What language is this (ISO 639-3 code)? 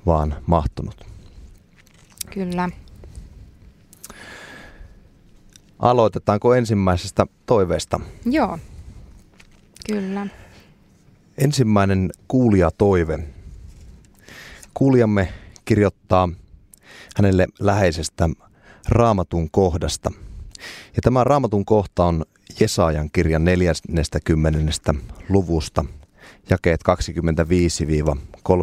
fin